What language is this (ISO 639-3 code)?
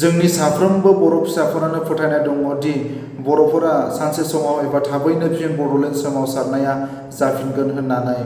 brx